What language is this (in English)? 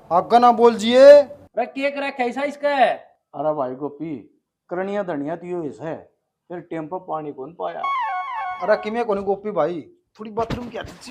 Haryanvi